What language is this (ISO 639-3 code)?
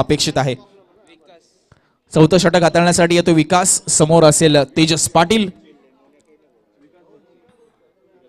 mar